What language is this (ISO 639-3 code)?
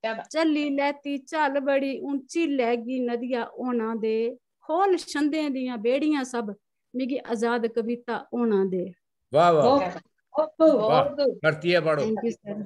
doi